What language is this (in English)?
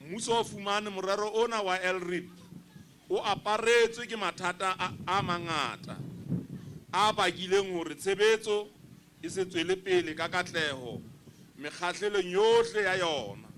Southern Sotho